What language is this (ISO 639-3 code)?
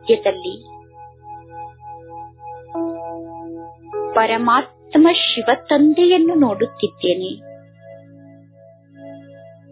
kan